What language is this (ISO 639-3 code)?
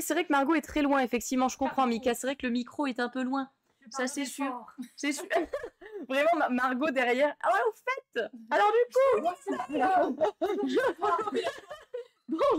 fra